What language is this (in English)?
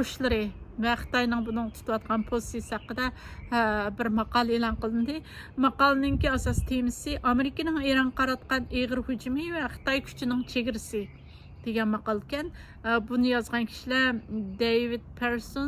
Uyghur